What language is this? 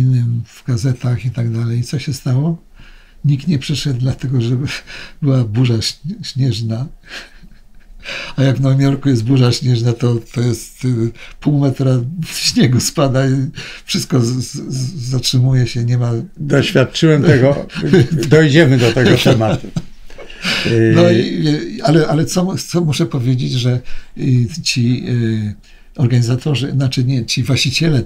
Polish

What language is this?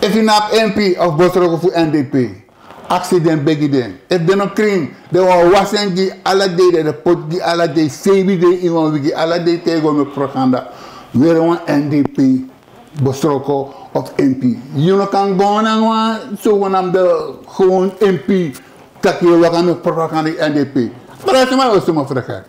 Sranan Tongo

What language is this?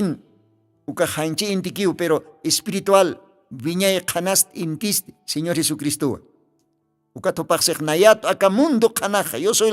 Aymara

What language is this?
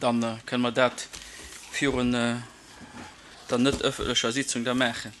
Luxembourgish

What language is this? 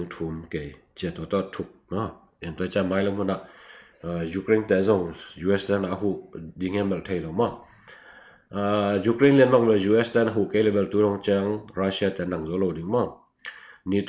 Tedim Chin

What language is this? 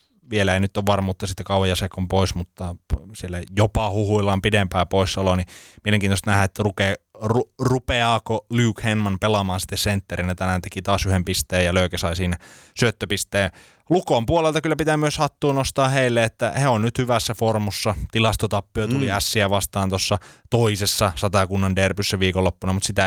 Finnish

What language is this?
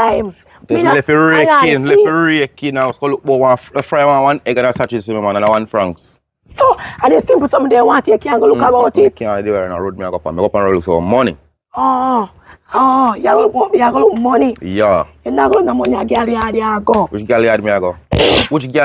Jamaican Creole English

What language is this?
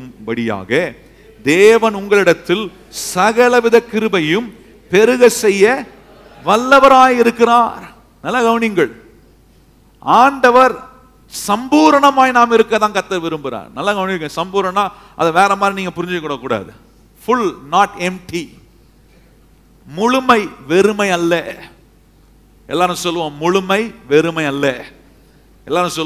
Tamil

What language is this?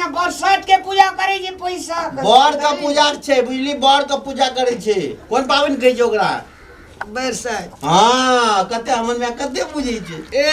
Maithili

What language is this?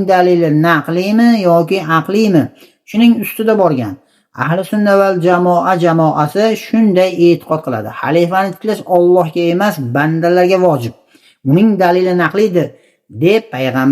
Uzbek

